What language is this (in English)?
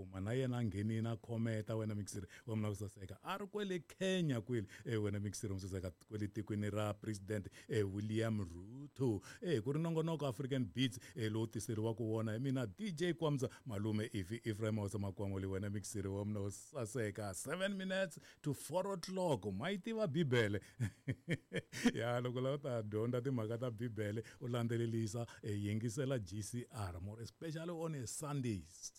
Tsonga